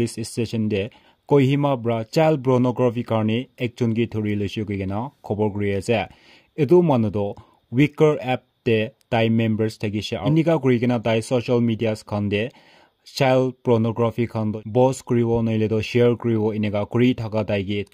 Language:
Naga Pidgin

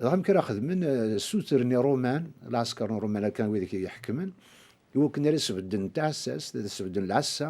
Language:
Kabyle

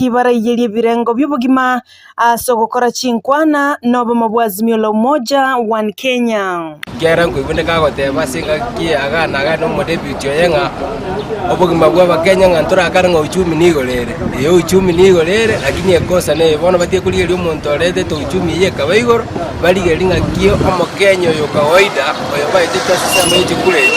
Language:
Gusii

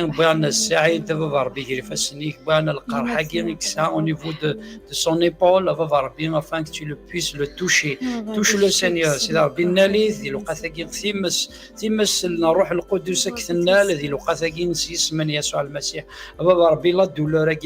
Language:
Kabyle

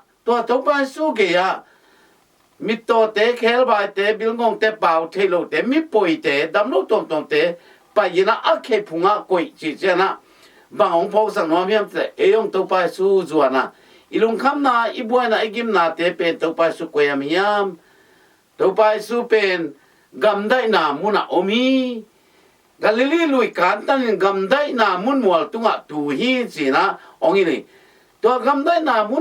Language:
Tedim Chin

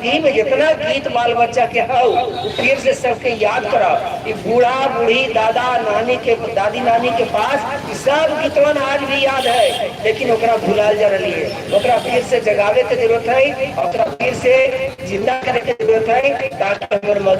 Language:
Magahi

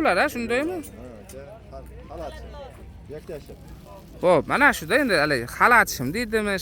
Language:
Uzbek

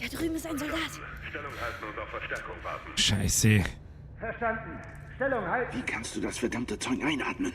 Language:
Bavarian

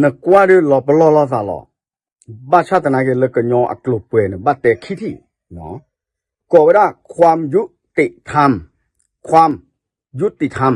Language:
S'gaw Karen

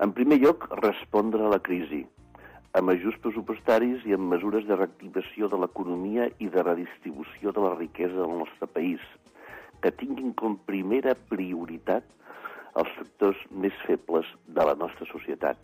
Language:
Catalan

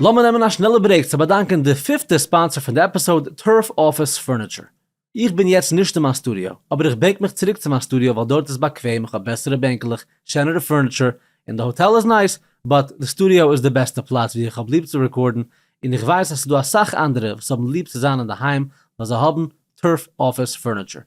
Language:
Yiddish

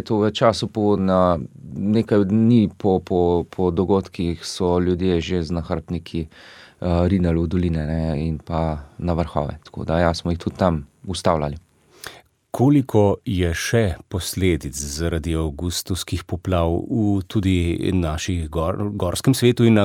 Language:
Slovenian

